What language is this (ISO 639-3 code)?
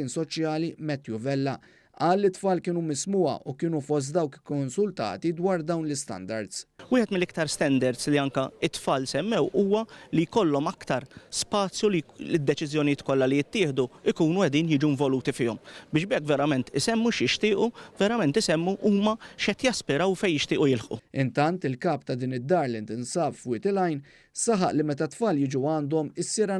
mlt